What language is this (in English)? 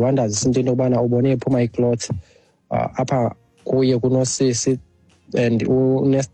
Xhosa